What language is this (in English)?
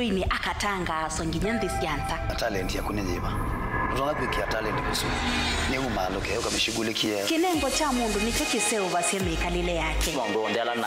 Kamba